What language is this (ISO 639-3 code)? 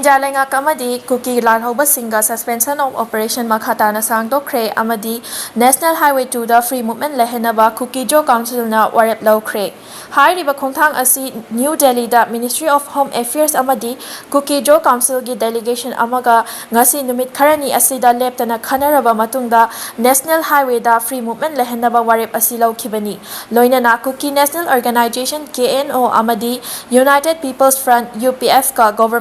mni